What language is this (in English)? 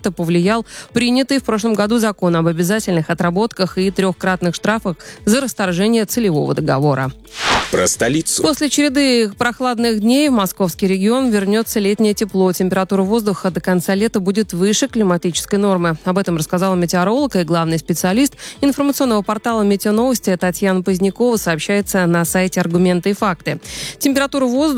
Russian